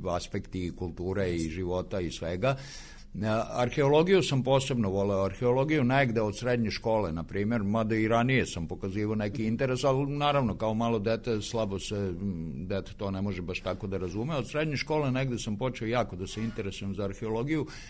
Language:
Serbian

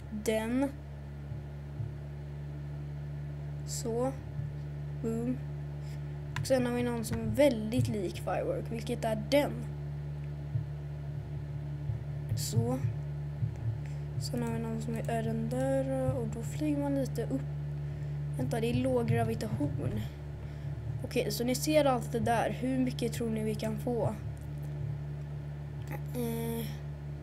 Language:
Swedish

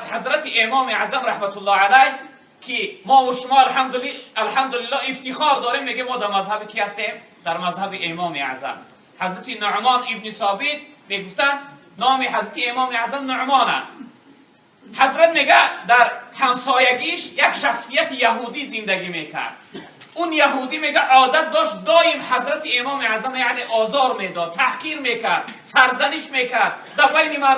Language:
Tajik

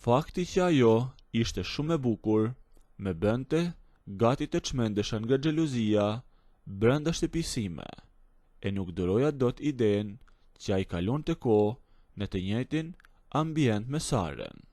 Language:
Albanian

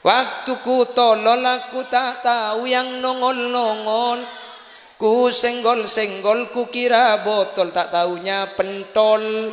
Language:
Madurese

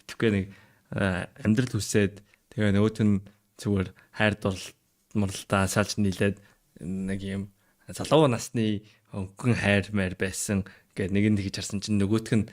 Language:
Mongolian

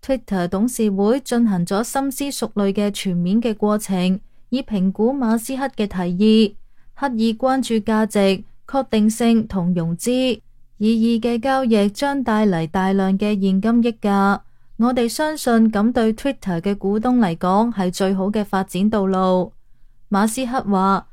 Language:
Cantonese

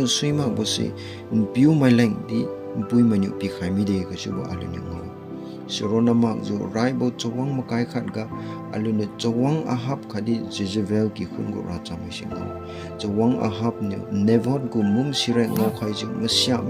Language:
Liangmai Naga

